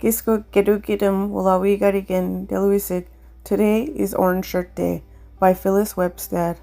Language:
Mi'kmaw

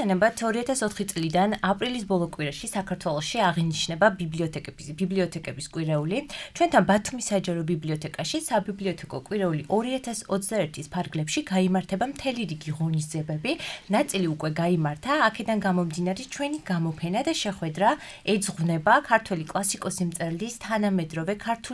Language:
Georgian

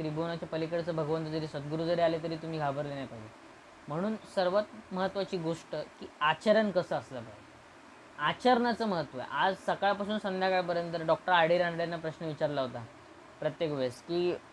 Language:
Marathi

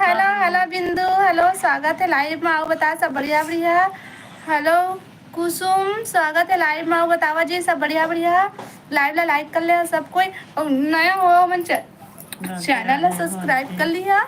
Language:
Chhattisgarhi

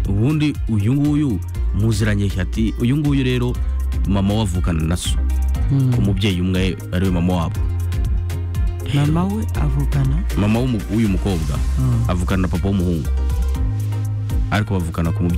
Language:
Kinyarwanda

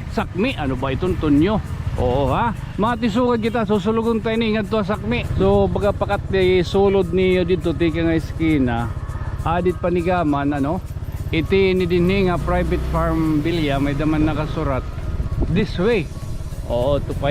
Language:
Waray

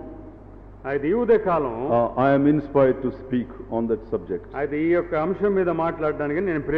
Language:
Telugu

